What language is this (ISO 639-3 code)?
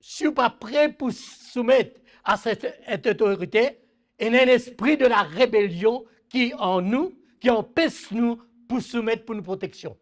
mfe